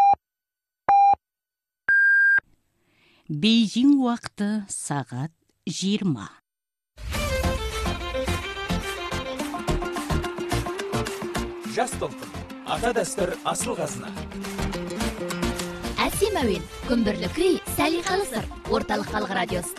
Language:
Kazakh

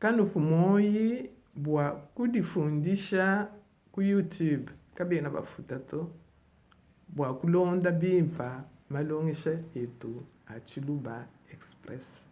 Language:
Luba-Lulua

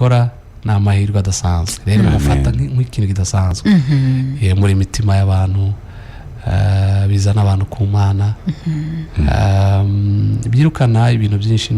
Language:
Kinyarwanda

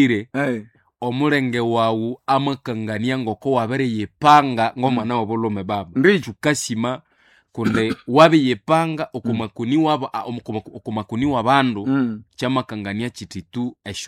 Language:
Nande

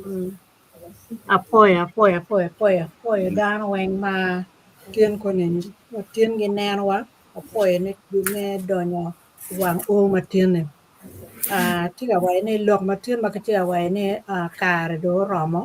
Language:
Acoli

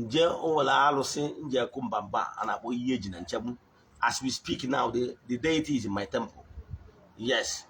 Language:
Igbo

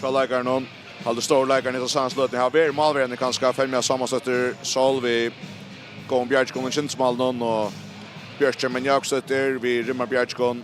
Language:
Faroese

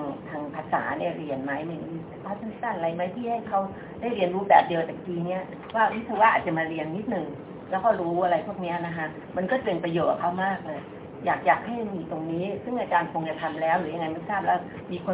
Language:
Thai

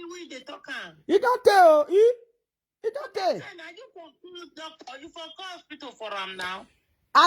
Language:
Nigerian Pidgin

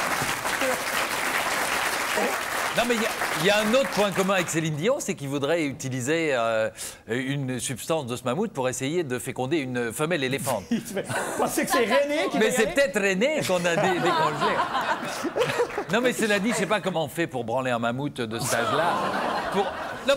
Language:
French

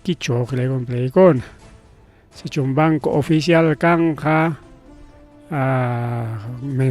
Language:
Ayacucho Quechua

